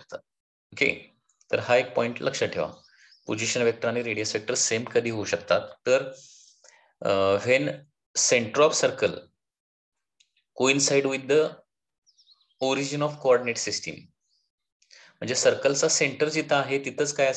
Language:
Marathi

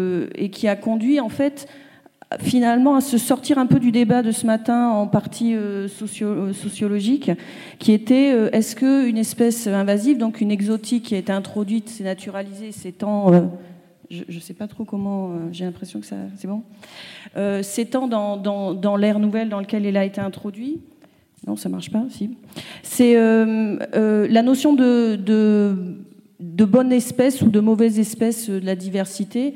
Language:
French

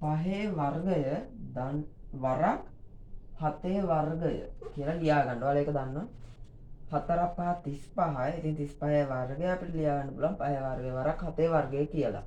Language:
Sinhala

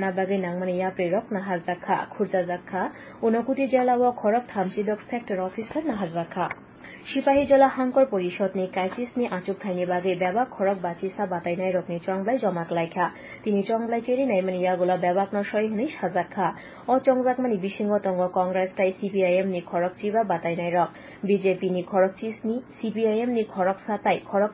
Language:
Kok Borok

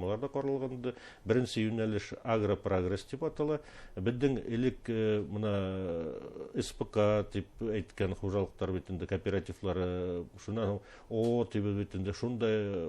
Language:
Bashkir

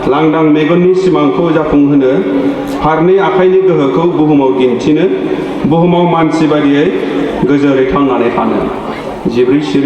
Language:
Bodo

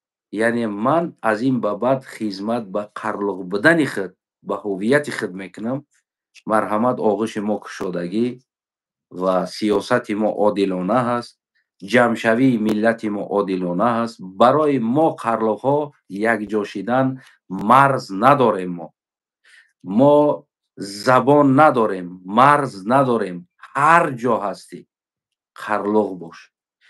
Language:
Tajik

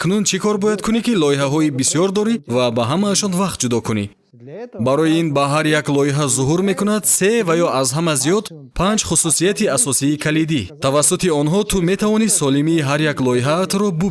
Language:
Tajik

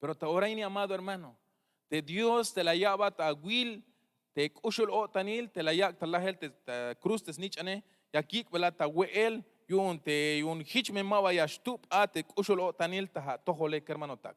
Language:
Tzeltal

